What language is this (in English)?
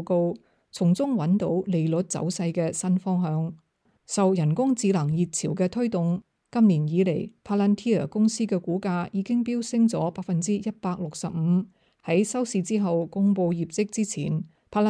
Cantonese